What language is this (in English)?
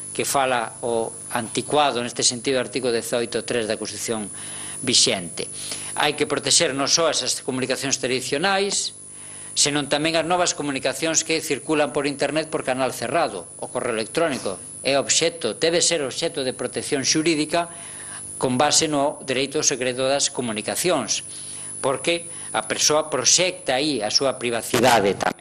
Galician